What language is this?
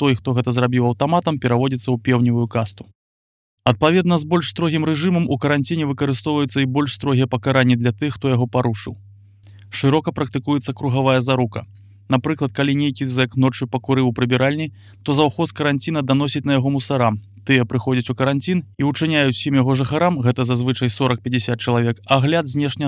Belarusian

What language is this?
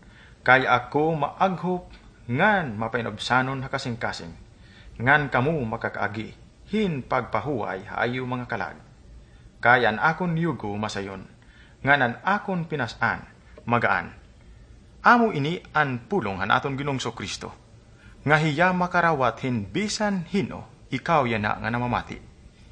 Waray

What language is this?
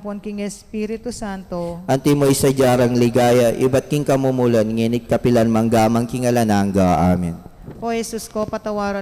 Pampanga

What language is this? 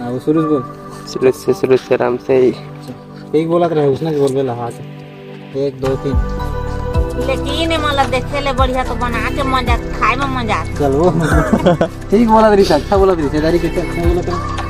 Chhattisgarhi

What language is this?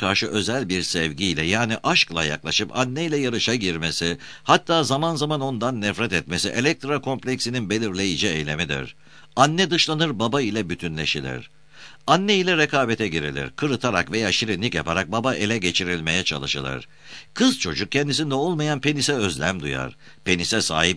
Turkish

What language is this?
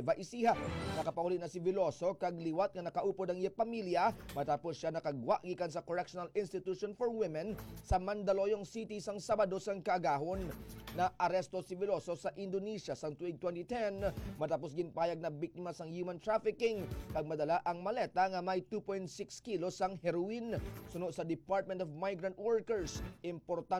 Hiligaynon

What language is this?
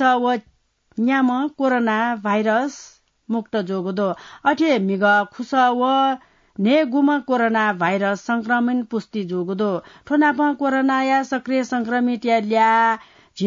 Newari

